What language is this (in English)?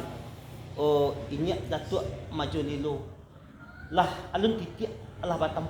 Minangkabau